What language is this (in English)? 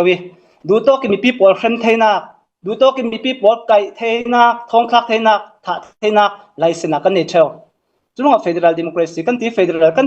Hakha Chin